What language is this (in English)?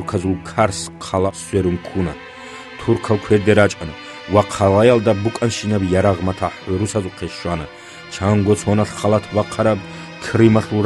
Avaric